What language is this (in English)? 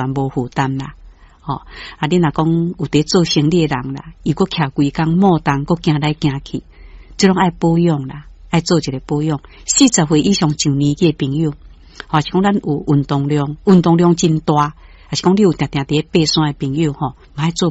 Min Nan Chinese